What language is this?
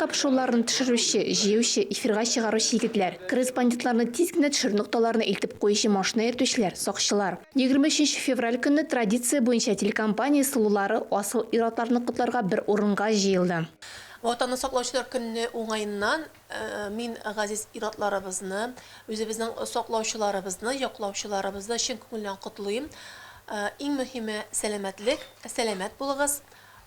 Tatar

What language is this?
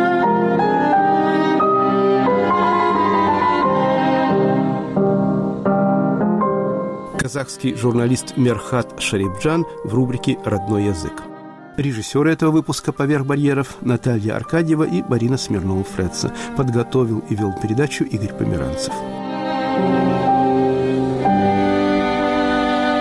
Russian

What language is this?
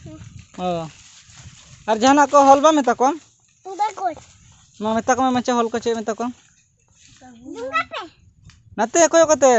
Santali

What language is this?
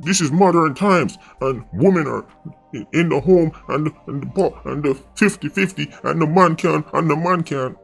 Jamaican Creole English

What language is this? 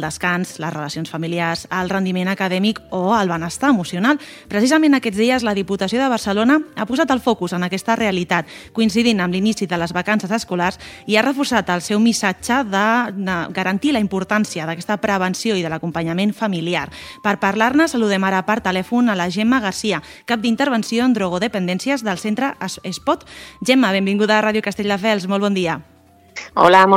Catalan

